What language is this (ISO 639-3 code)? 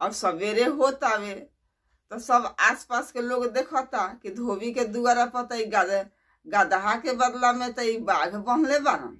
bho